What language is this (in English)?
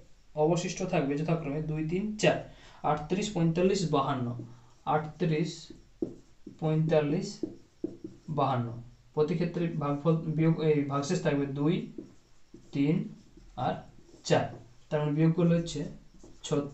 Bangla